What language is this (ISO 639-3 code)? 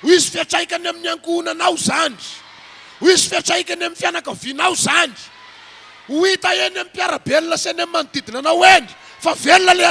mlg